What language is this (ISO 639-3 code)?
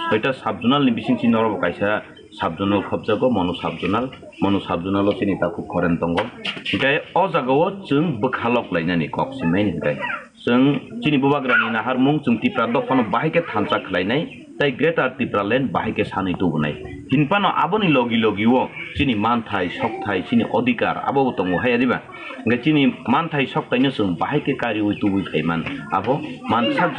trp